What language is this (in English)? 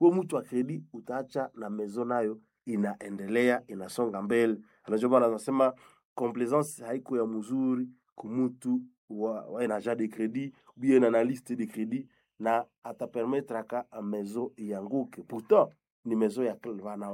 Swahili